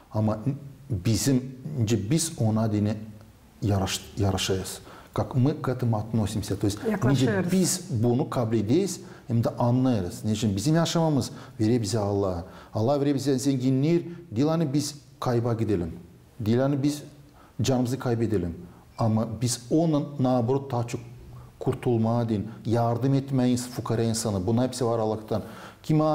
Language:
Gagauz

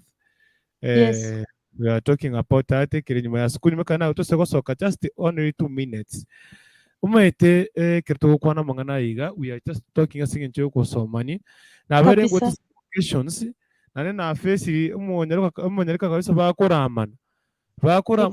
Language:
Gusii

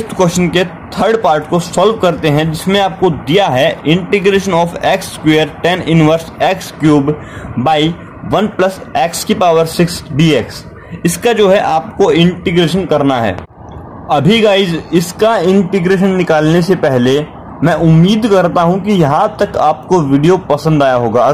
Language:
Hindi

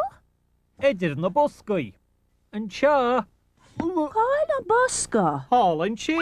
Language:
Irish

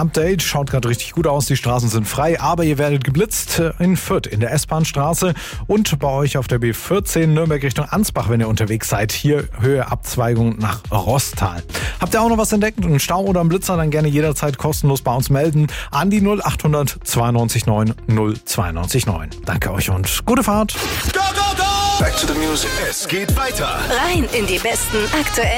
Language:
German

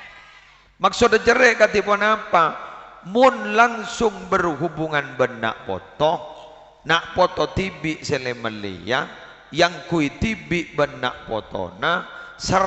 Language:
Madurese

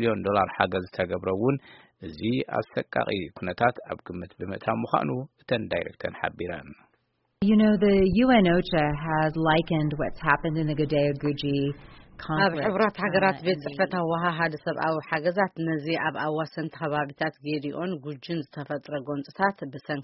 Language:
Tigrinya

